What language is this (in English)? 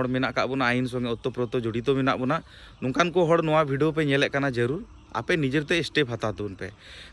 Santali